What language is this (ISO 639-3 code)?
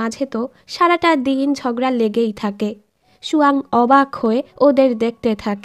ben